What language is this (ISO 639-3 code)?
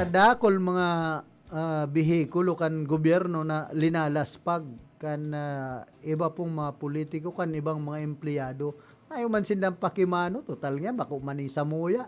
bik